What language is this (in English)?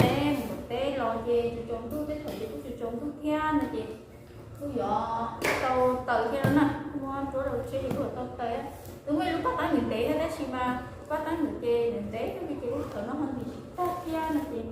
Hmong